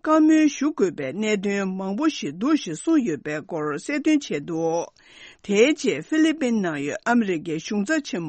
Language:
Tibetan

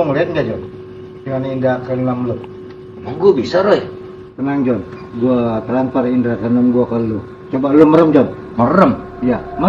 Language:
Betawi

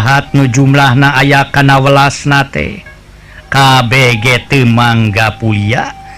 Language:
Sundanese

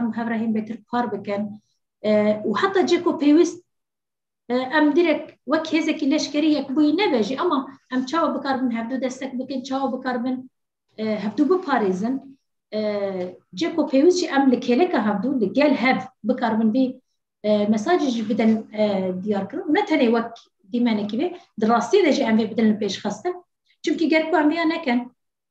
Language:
Kurdish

